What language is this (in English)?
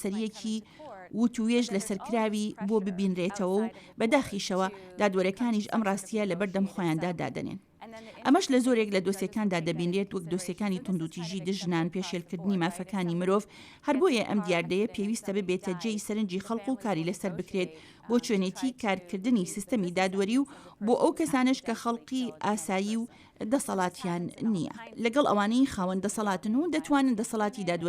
Central Kurdish